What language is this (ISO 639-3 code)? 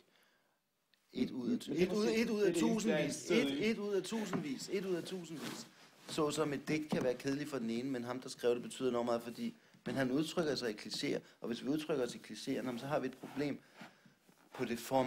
dan